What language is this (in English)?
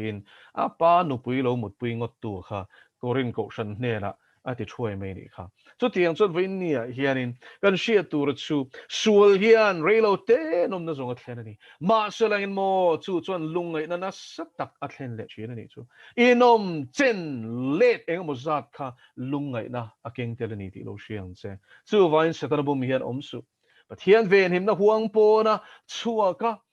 Mizo